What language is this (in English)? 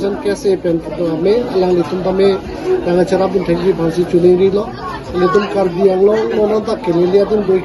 Karbi